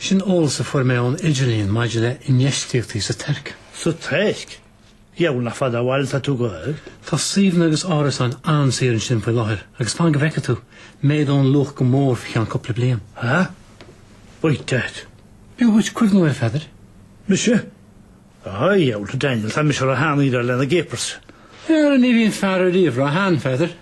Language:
Irish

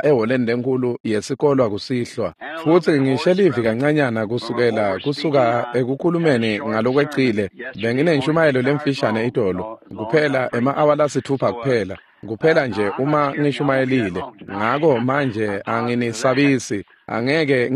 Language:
Swati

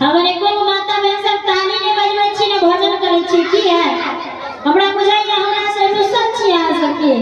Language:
Maithili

